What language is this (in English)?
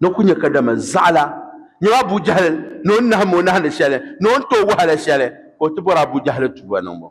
Dagbani